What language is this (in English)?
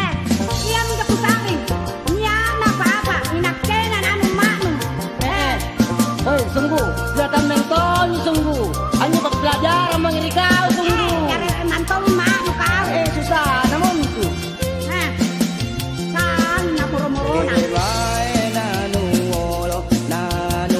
Makasar